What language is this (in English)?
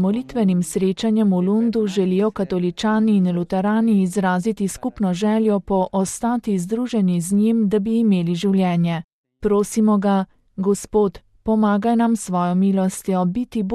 Slovenian